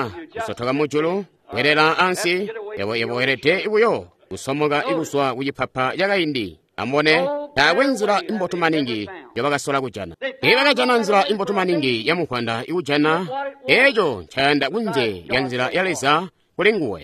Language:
Tonga (Zambia)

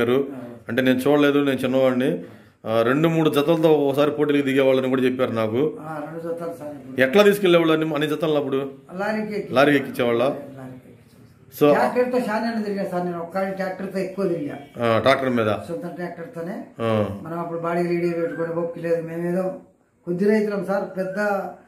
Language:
Telugu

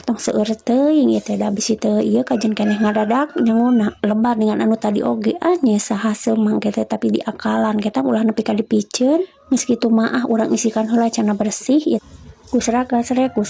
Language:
Sundanese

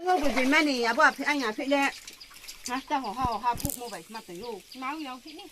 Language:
Riang (India)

